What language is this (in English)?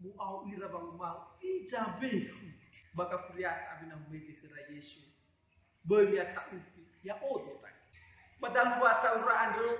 Nias